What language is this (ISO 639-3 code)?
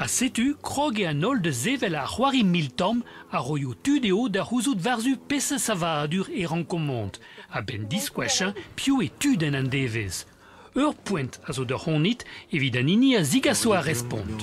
bre